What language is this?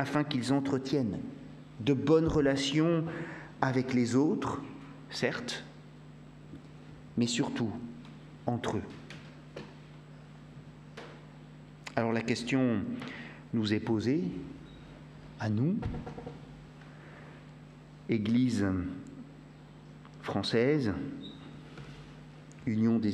French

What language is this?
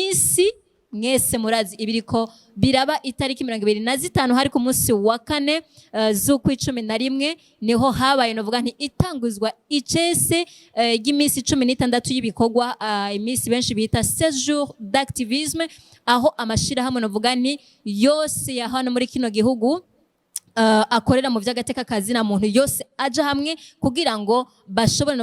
Rundi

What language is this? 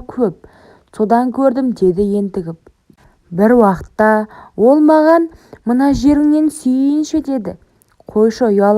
Kazakh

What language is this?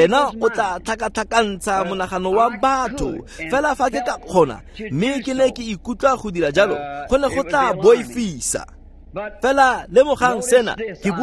Tswana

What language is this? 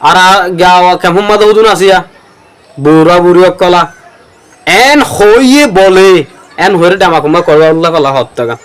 Rohingya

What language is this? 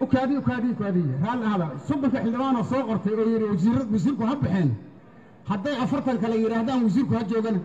Somali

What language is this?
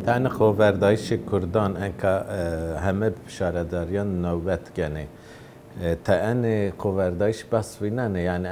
Zaza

